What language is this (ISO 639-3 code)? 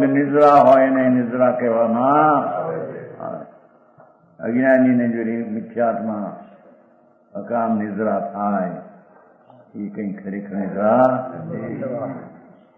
guj